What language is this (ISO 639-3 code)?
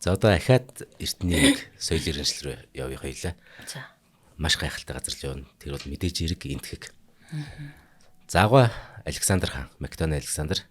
mon